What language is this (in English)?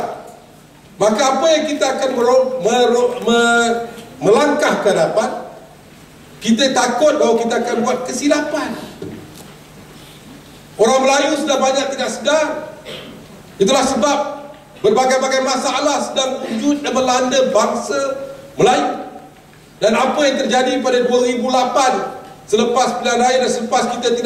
Malay